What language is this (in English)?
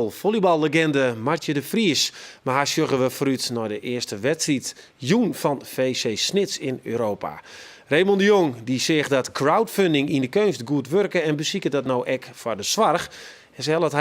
Western Frisian